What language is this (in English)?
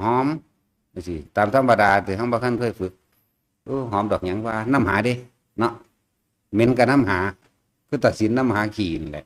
Northeastern Thai